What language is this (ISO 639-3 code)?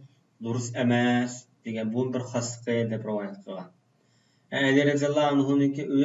uig